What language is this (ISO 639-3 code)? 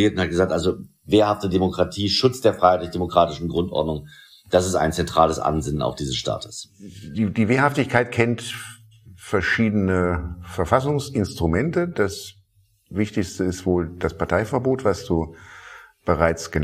deu